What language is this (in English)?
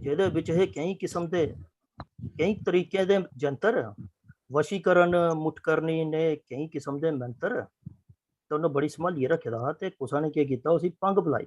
Dogri